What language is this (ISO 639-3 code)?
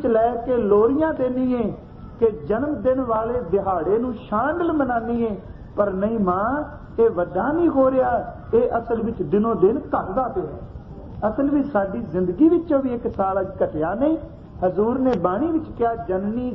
pan